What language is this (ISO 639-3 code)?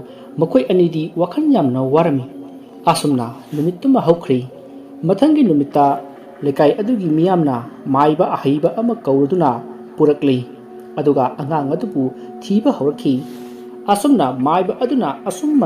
mni